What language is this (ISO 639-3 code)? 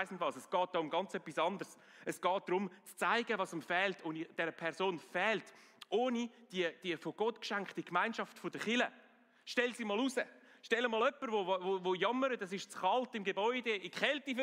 gsw